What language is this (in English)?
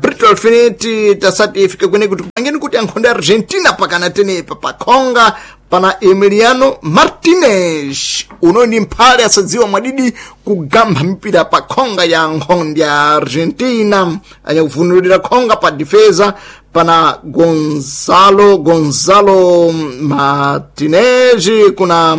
Sena